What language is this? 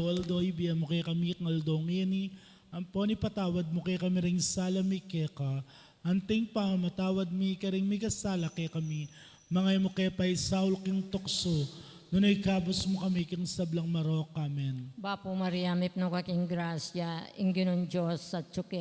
Pampanga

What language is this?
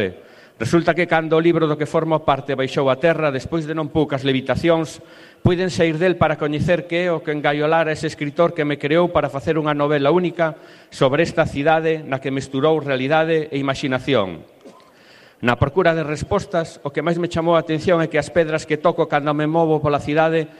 Galician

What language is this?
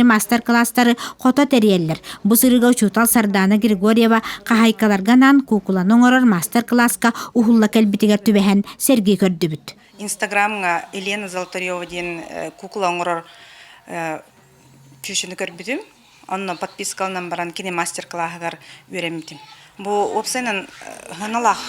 Yakut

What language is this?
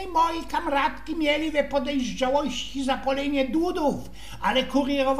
Silesian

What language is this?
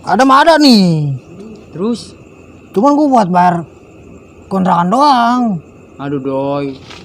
Betawi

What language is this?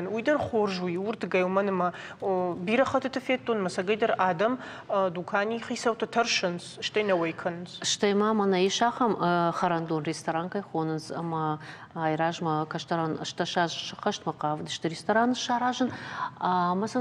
Ossetic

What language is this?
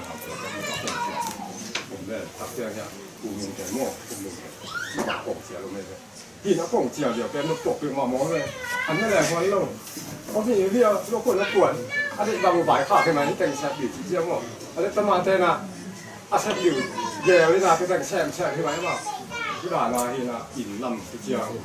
Tedim Chin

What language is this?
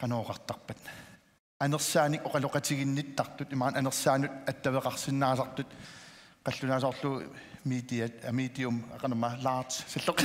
Kalaallisut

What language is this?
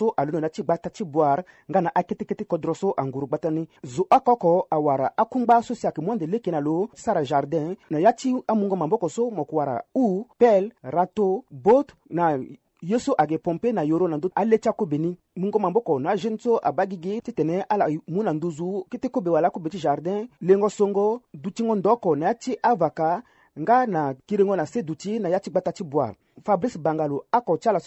Sango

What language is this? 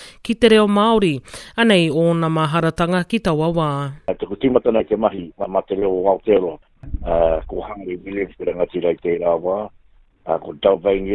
Māori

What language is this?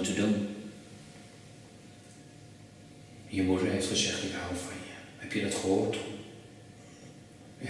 Dutch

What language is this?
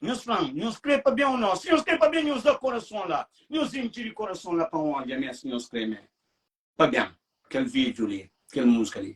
Kabuverdianu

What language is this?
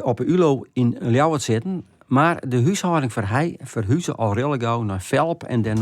Western Frisian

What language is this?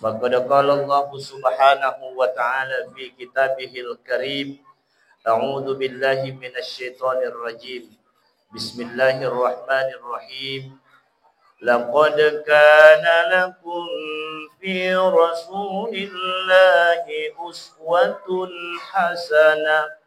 Buginese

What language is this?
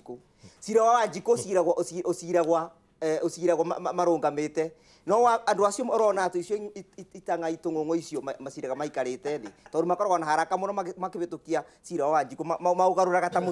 Kikuyu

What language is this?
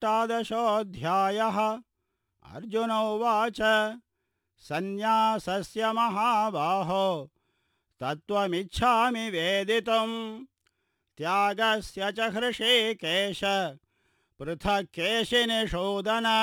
Sanskrit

